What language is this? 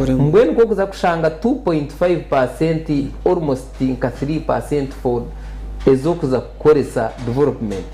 Nyankole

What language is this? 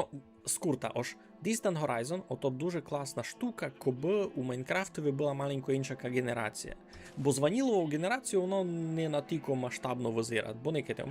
Rusyn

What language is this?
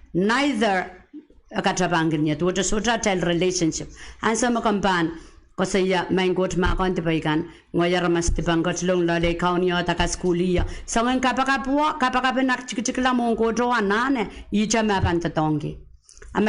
Pohnpeian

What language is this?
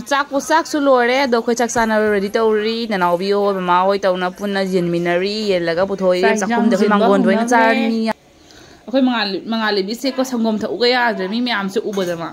Manipuri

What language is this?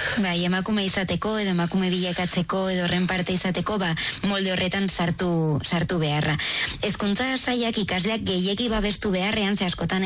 Basque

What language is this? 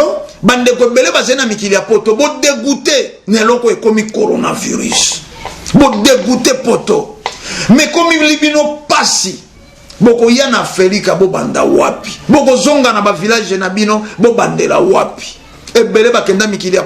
Lingala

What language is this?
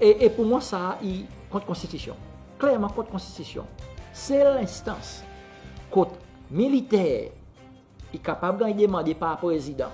Seselwa Creole French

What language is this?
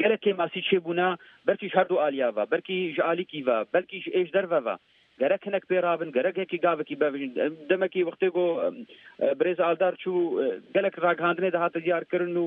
Kurdish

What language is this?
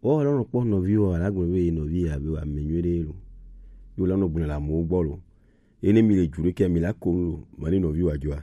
Gen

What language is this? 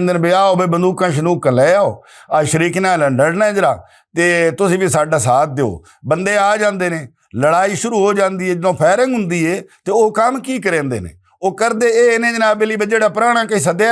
Western Panjabi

